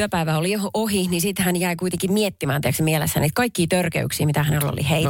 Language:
Finnish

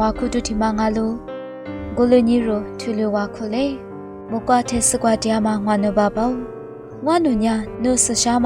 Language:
Lisu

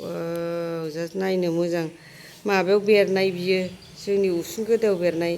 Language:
Bodo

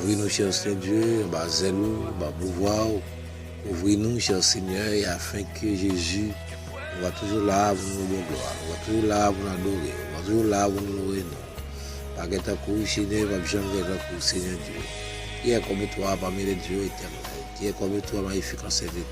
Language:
Haitian Creole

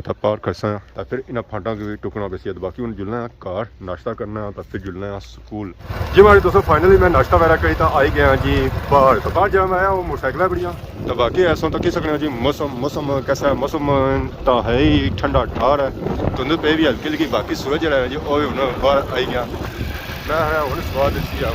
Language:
Pahari-Potwari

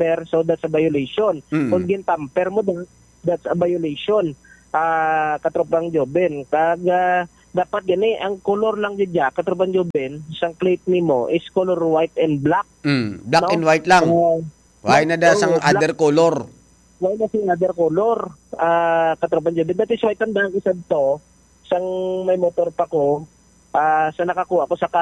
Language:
Hiligaynon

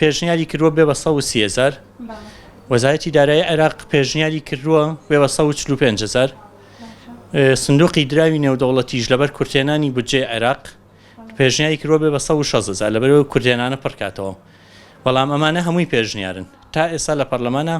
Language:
Central Kurdish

